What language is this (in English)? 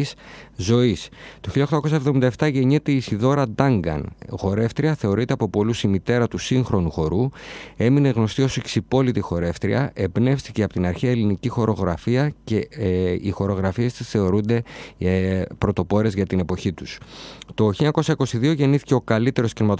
Greek